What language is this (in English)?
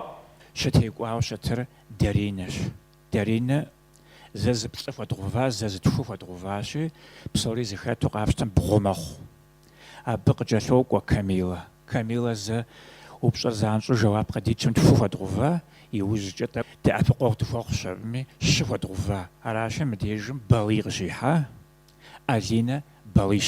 Kabardian